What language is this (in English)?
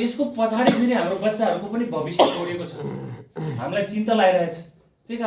Nepali